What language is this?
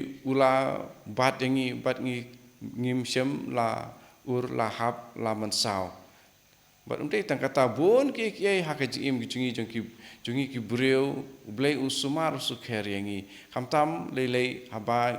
Khasi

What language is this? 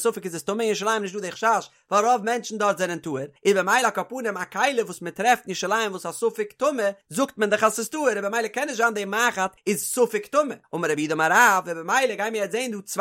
Yiddish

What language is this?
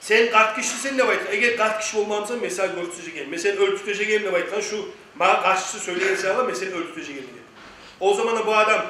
Kumyk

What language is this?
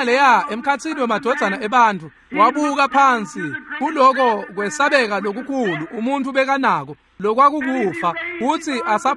Swati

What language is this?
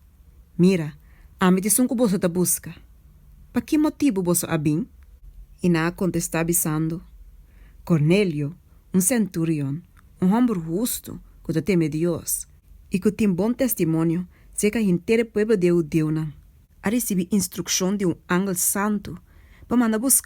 Papiamento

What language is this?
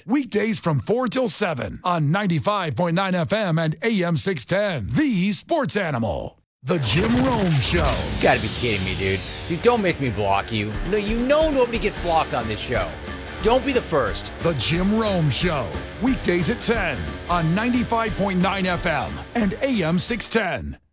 English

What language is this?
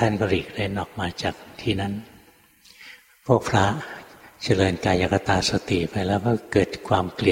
Thai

